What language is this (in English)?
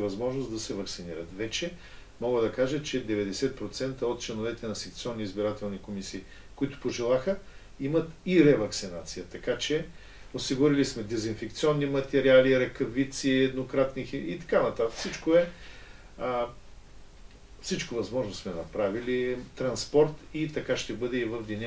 Bulgarian